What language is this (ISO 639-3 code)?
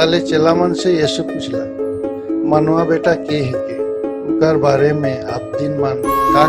sck